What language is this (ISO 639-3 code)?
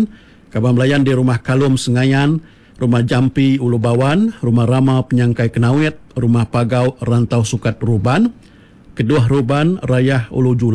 iba